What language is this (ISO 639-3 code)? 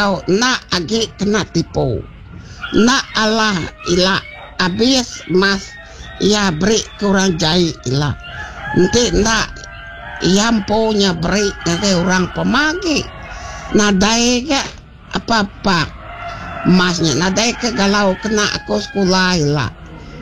iba